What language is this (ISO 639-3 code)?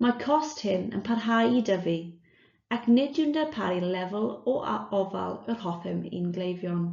cym